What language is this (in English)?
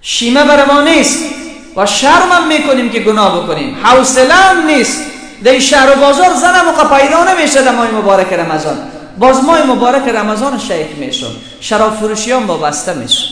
Persian